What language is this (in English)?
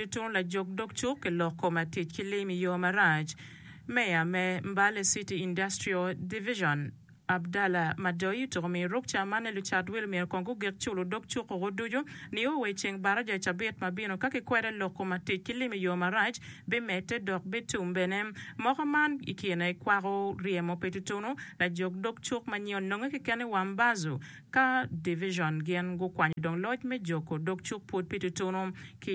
Acoli